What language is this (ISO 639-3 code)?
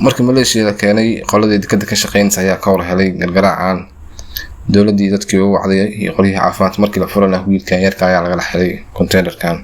som